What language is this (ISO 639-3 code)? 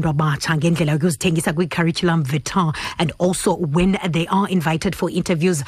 xho